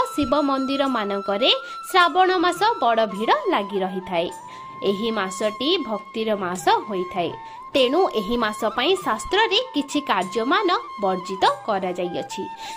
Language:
Odia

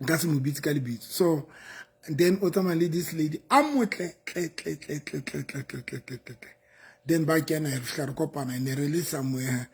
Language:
Southern Sotho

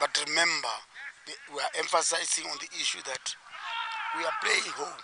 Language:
Tswana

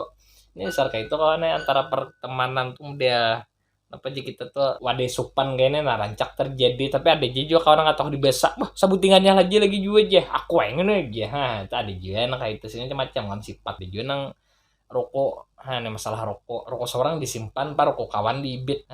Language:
Banjar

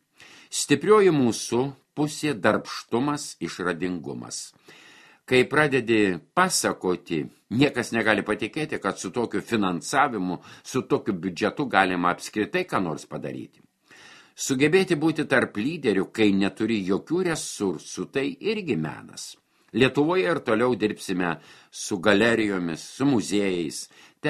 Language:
Lithuanian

